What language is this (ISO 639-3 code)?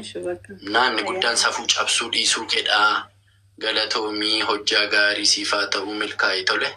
orm